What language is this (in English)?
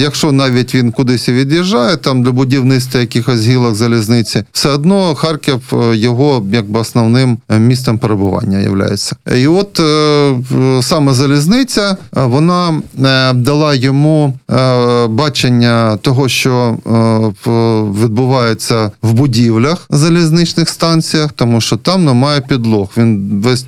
Ukrainian